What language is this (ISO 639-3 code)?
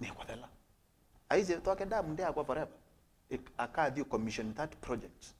kam